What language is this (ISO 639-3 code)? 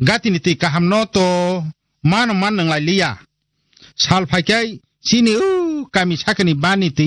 trp